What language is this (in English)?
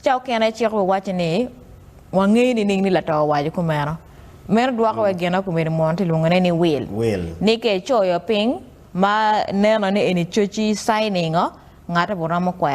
Acoli